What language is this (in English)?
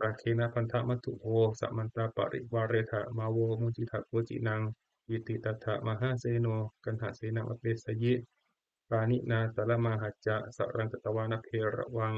Pali